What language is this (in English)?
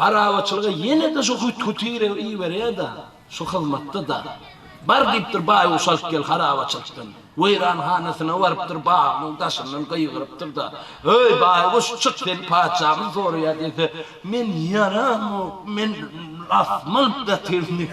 Turkmen